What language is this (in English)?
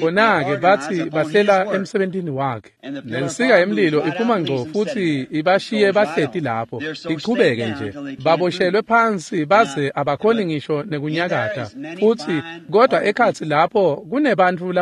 Swati